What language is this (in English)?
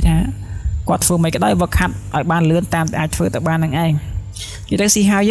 Khmer